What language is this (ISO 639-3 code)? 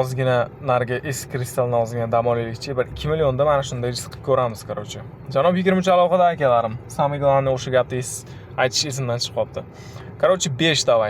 uzb